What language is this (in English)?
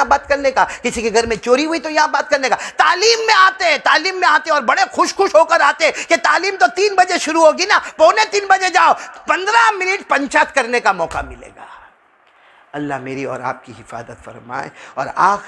Hindi